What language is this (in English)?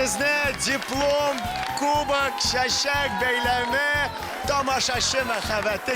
Tatar